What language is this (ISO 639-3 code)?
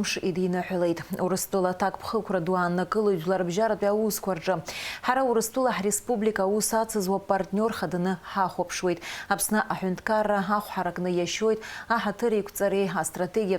abk